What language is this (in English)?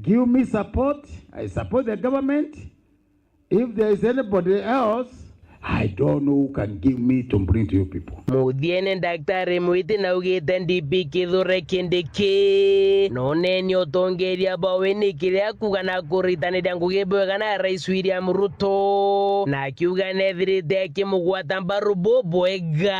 Meru